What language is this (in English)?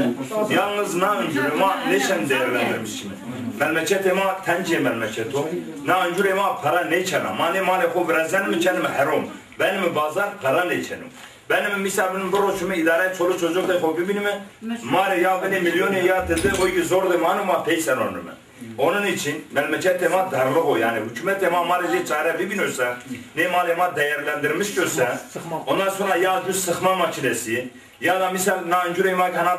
Zaza